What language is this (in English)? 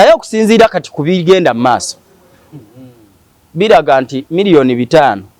Ganda